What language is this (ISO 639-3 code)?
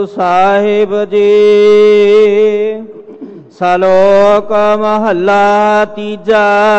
pan